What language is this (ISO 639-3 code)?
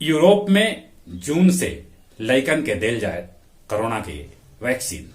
mag